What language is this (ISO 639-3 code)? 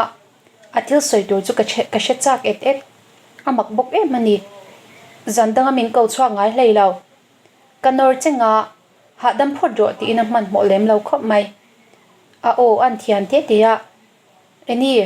lus